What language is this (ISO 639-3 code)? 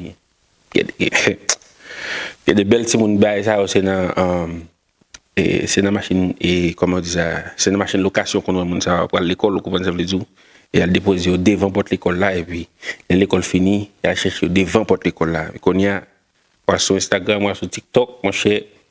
hat